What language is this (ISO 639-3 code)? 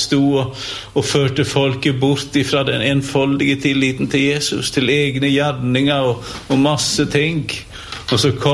nor